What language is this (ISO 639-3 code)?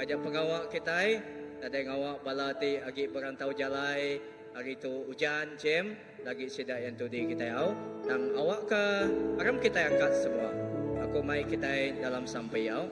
iba